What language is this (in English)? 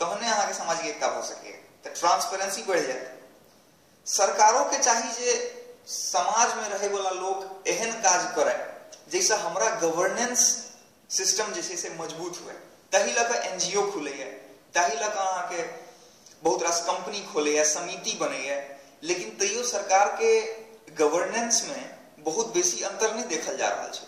Maithili